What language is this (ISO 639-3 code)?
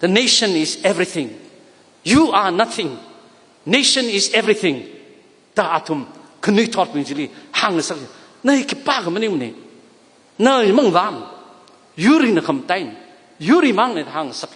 nmf